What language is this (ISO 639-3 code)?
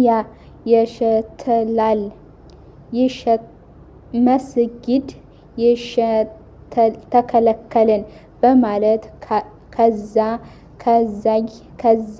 amh